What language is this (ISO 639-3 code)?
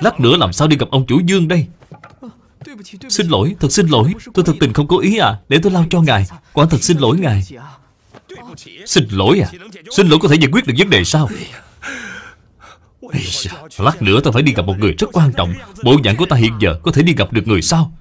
vie